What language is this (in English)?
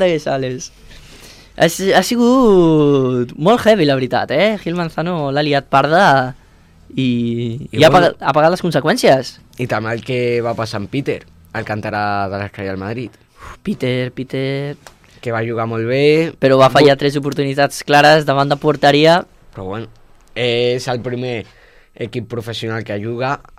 Catalan